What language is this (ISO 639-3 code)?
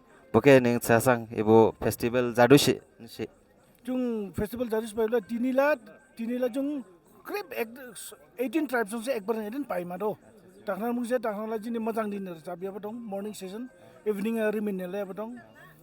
dis